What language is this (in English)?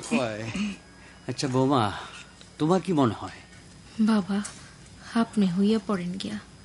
Bangla